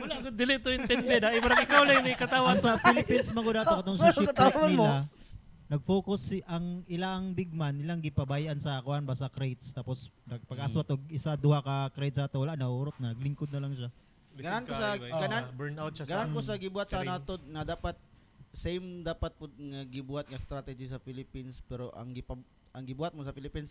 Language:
Cebuano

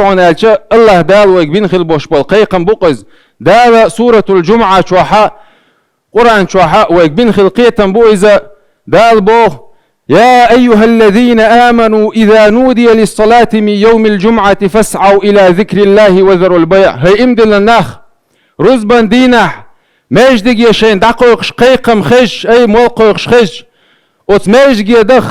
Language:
Chechen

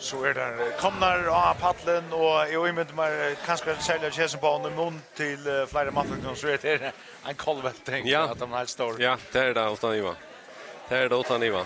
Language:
Faroese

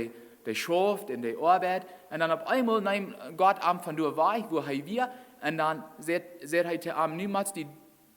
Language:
Plautdietsch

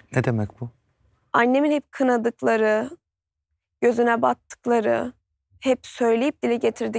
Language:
Turkish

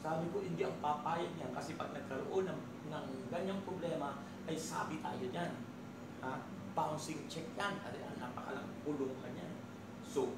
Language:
Filipino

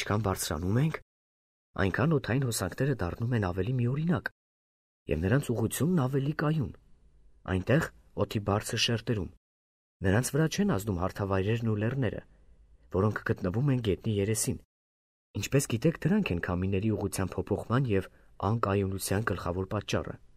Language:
Armenian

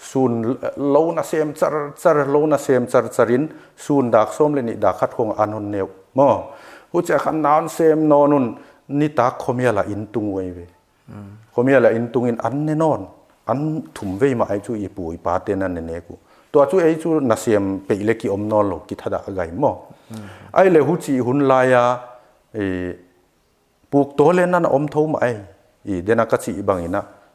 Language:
Paite Chin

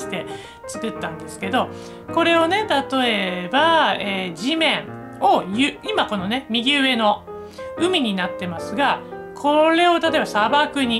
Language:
Japanese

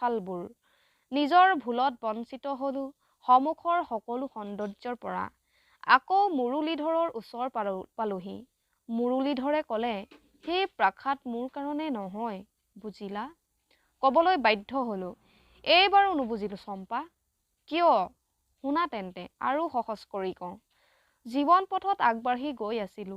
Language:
Assamese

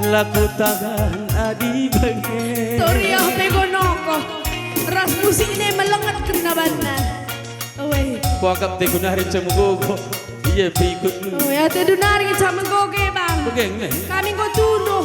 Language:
Batak Karo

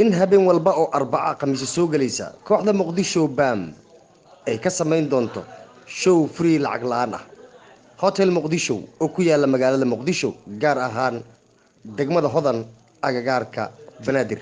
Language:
Somali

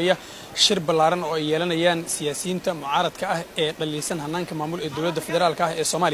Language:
Somali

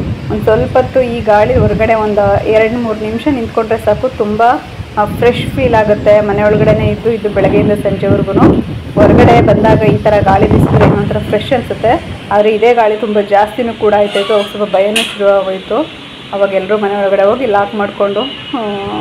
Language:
Kannada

